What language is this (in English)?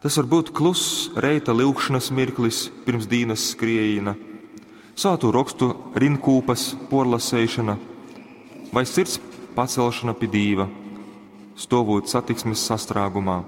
Latgalian